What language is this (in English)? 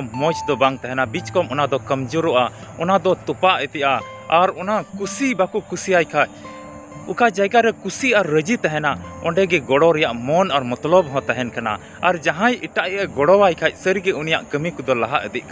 Santali